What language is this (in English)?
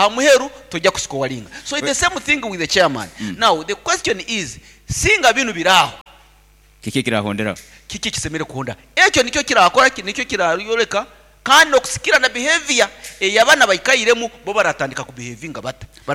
Nyoro